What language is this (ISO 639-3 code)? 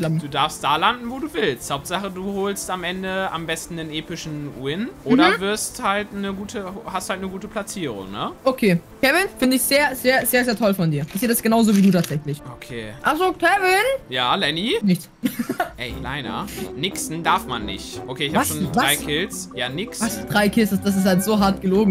deu